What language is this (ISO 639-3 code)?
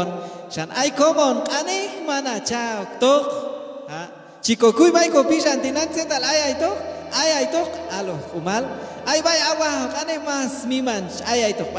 kjb